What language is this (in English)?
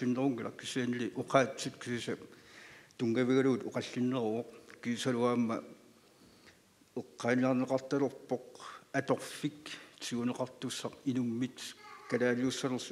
Kalaallisut